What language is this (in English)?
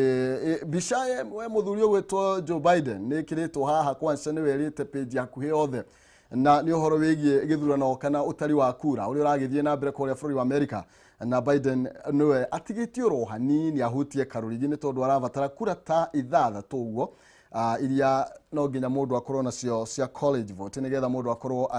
Kikuyu